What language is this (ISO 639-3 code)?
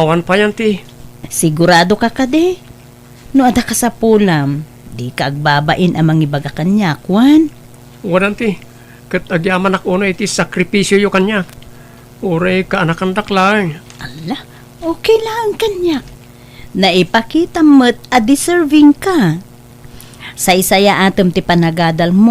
ilo